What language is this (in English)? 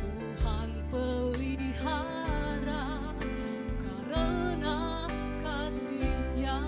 Nias